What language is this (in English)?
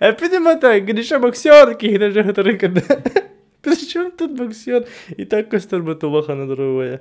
Yakut